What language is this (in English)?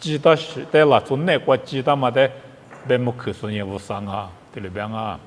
Lisu